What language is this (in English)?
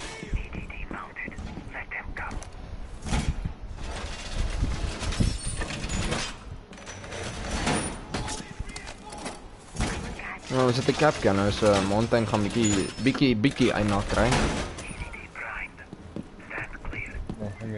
Afrikaans